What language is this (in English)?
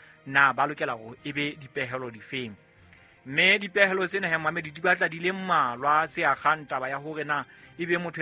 Southern Sotho